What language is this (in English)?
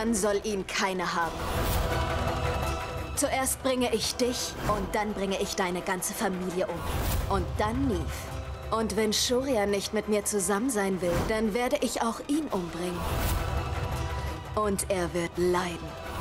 German